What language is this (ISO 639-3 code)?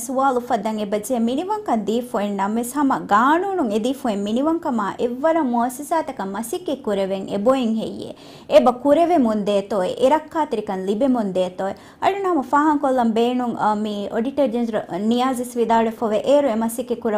div